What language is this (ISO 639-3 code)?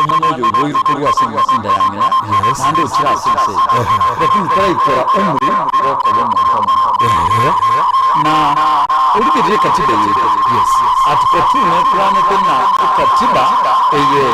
guz